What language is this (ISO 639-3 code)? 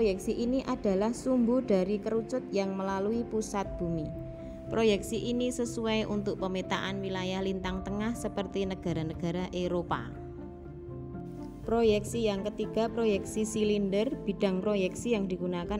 ind